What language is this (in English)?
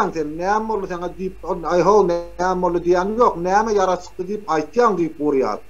Turkmen